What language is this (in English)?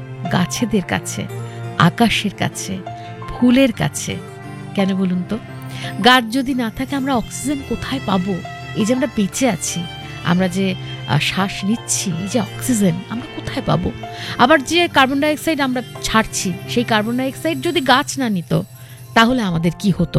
Bangla